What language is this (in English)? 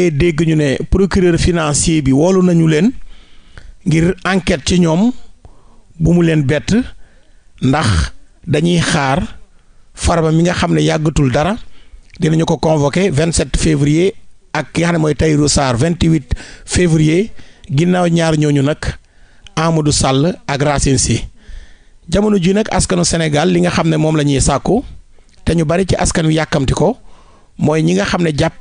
Wolof